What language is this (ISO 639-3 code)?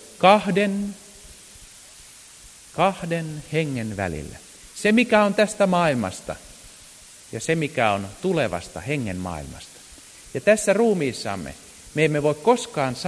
fin